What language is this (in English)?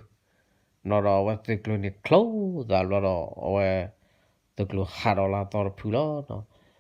S'gaw Karen